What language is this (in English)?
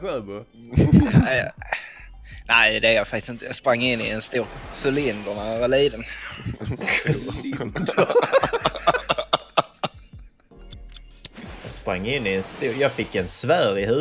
Swedish